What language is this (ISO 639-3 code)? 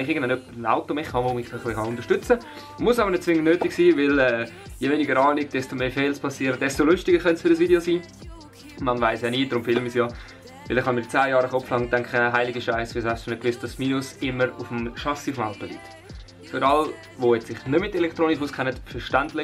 gsw